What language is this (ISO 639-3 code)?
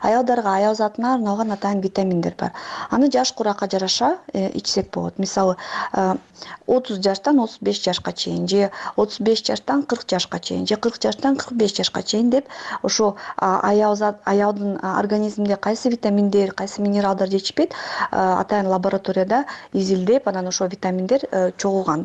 kir